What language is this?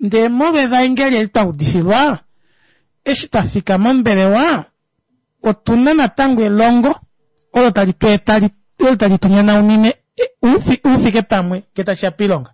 Kuanyama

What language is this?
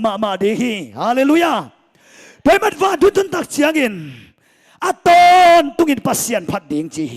Tedim Chin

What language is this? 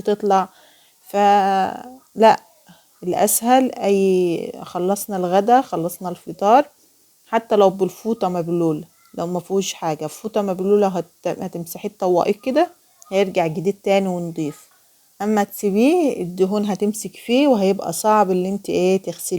Egyptian Arabic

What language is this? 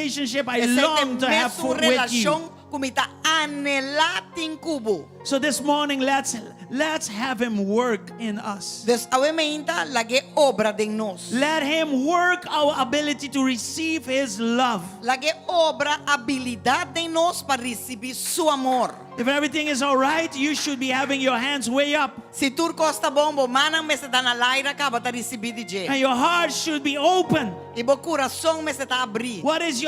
Papiamento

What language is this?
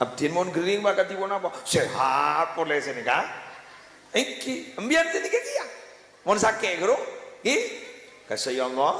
Madurese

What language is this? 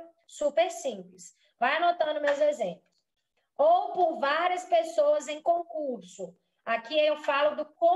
Portuguese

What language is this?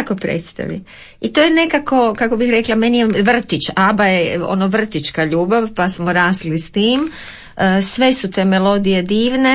Croatian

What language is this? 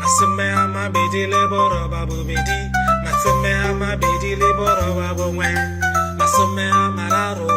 Tswana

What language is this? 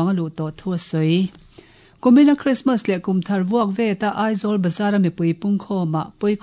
Mizo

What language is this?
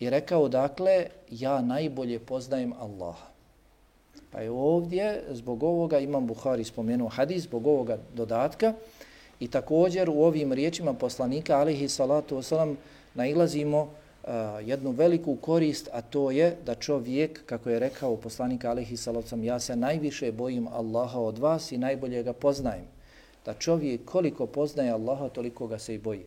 Bosnian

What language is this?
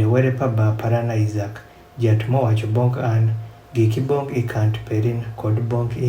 Adhola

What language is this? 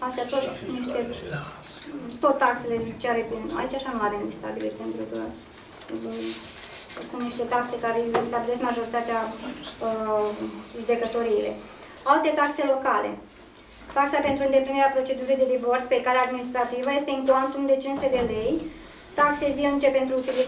Romanian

